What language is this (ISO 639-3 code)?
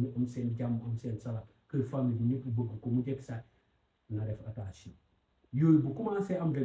wol